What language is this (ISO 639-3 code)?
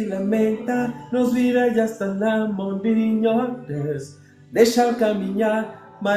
kea